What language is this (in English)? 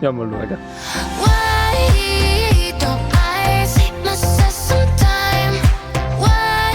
Swiss German